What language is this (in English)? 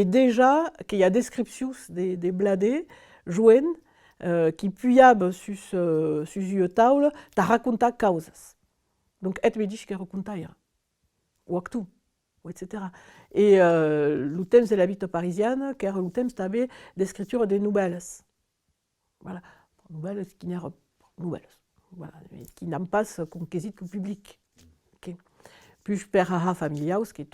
Occitan